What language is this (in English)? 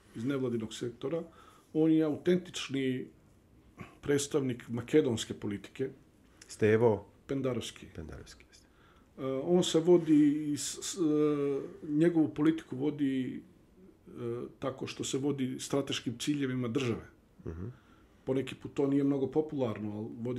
Bosnian